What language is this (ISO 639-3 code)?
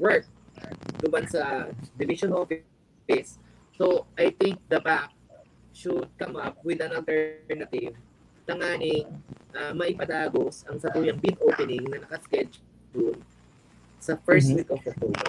bik